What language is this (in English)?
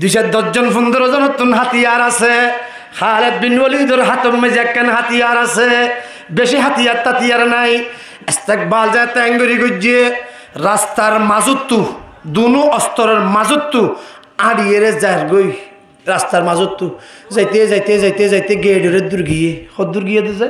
Rohingya